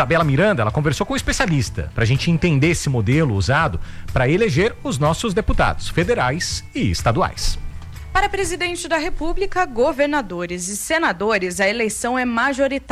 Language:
Portuguese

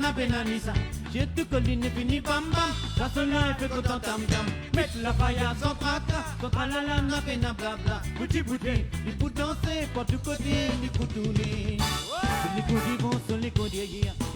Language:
Morisyen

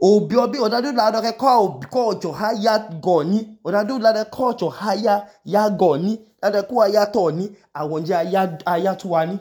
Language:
Idoma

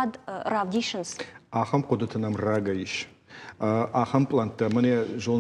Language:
Ossetic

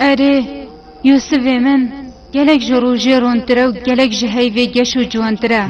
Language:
Kurdish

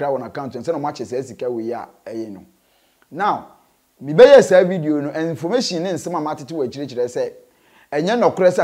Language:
Akan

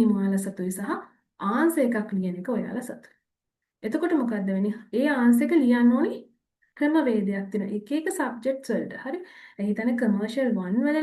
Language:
Sinhala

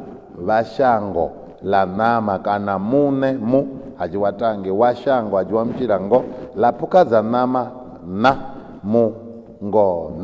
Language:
Venda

